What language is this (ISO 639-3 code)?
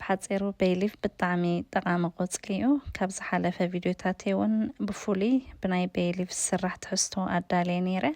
tir